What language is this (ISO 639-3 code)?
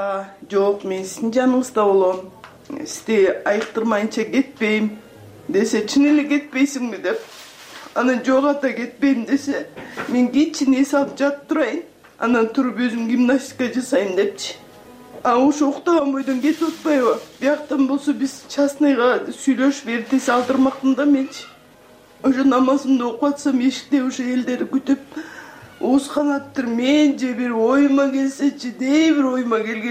kir